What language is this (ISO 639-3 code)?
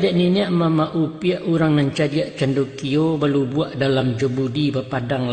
min